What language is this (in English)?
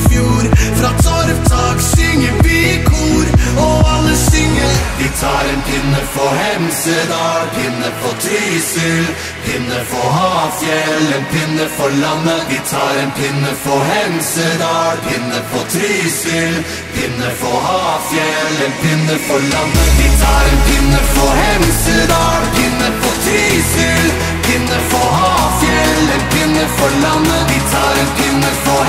Norwegian